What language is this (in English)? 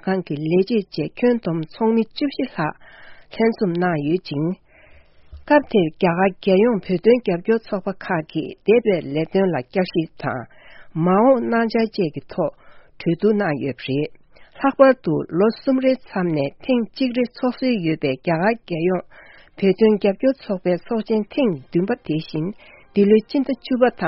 Tibetan